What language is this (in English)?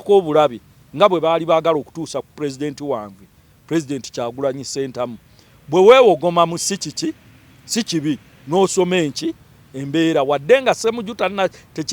Ganda